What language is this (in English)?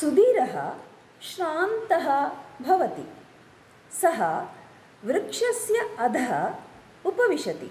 Sanskrit